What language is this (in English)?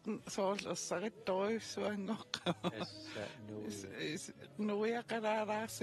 Kalaallisut